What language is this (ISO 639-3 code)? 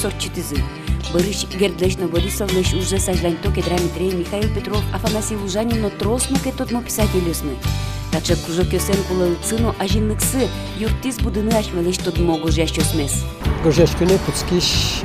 udm